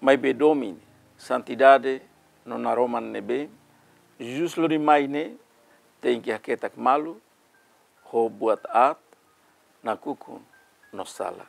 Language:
Tetum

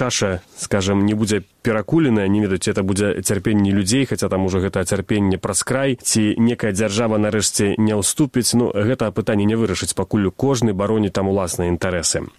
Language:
Belarusian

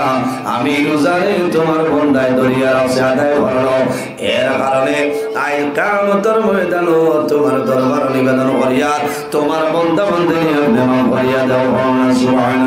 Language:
Sylheti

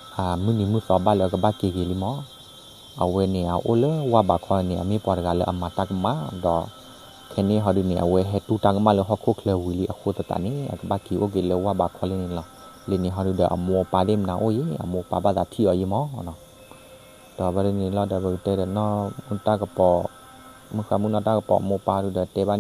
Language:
S'gaw Karen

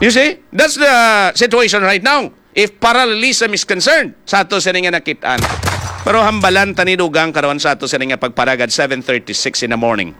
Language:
Hiligaynon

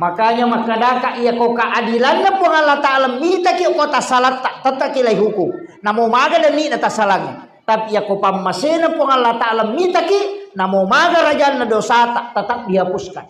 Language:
Buginese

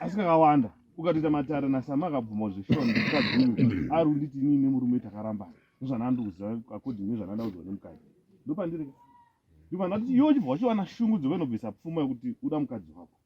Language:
Shona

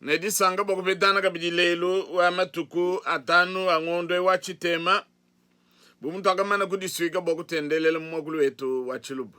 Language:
Luba-Lulua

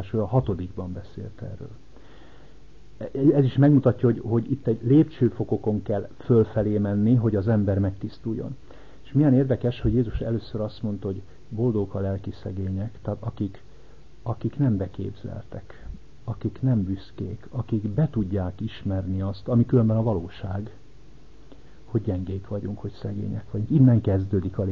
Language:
Hungarian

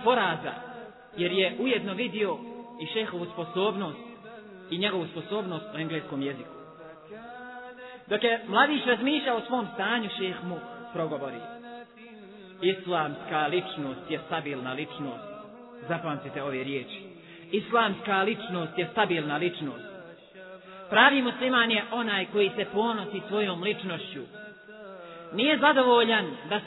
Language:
Bosnian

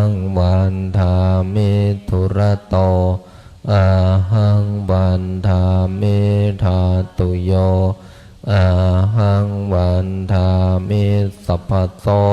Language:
Pali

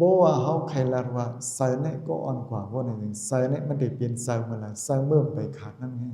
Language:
Shan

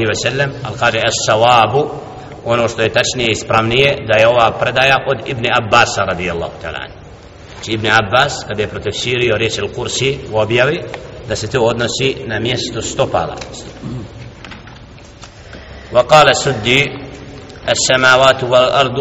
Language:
Bosnian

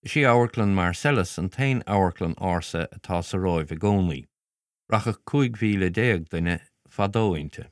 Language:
Irish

